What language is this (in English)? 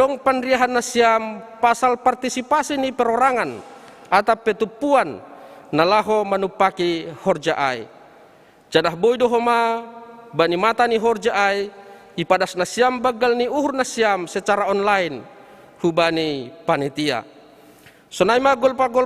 Batak Simalungun